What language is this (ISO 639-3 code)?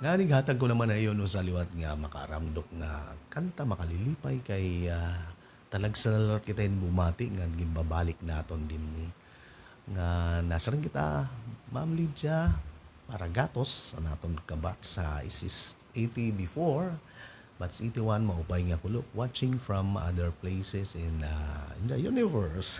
war